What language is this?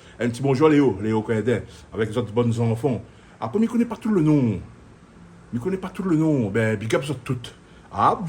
Réunion Creole French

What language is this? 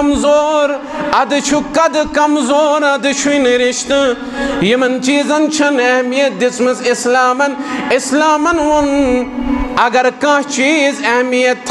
Kashmiri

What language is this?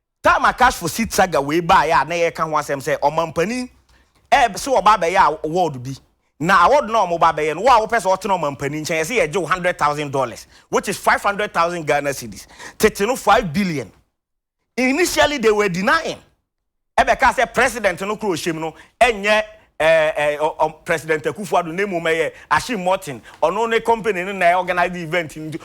Akan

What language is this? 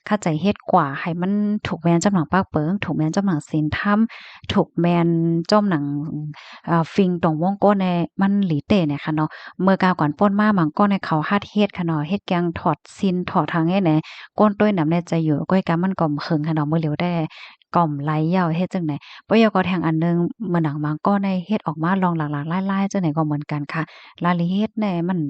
Shan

